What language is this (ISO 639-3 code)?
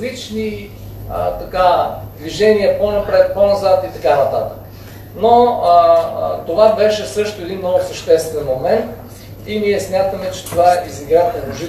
bul